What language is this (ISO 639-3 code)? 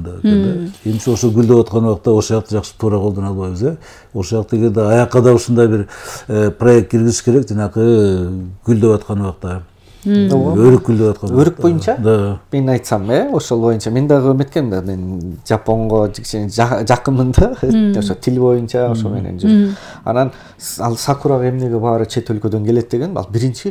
kir